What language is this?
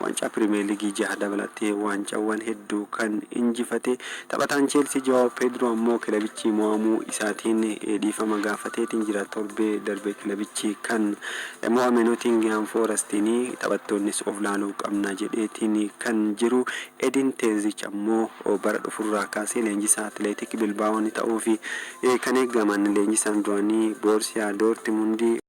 Oromo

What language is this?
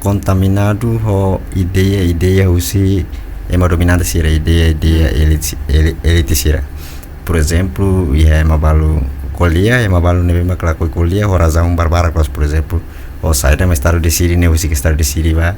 Tetum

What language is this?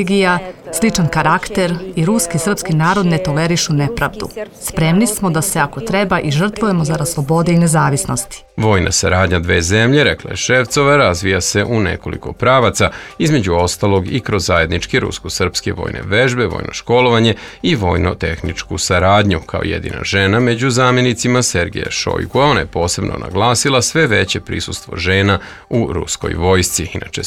Serbian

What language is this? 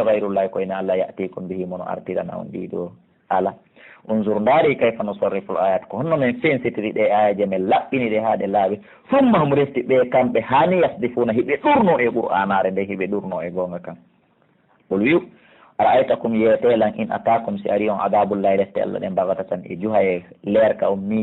Fula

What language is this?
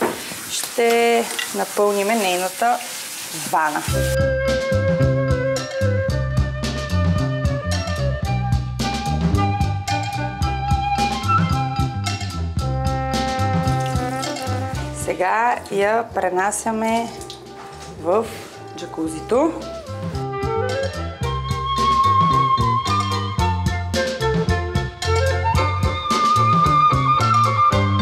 Bulgarian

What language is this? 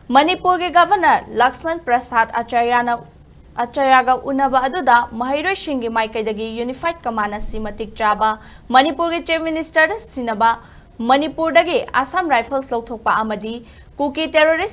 Manipuri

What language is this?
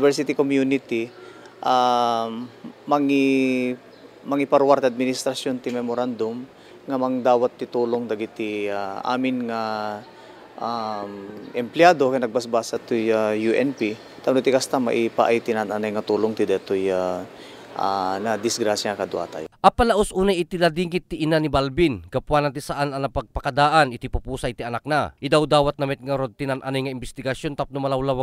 Iloko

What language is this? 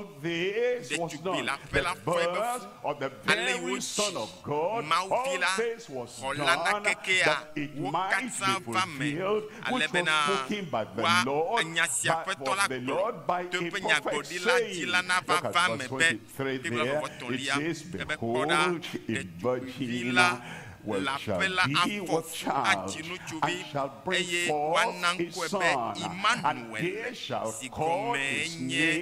Ewe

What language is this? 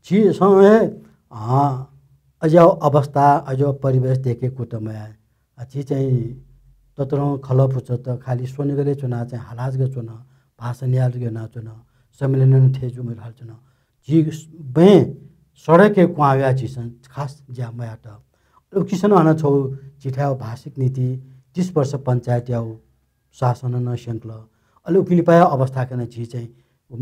Newari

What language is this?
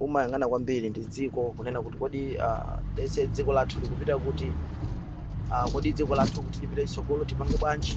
Nyanja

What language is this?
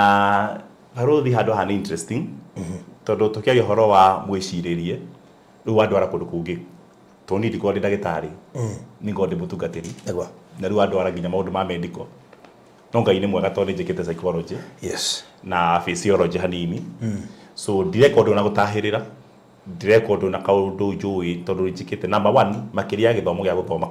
Kikuyu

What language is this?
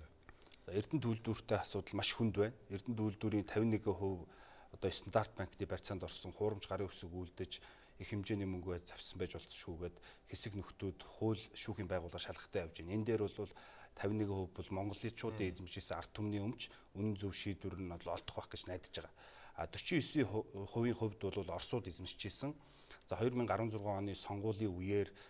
Mongolian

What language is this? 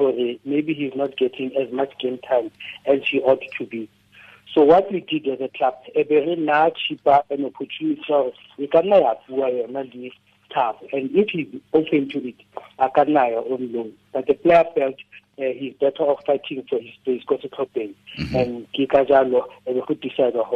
Tswana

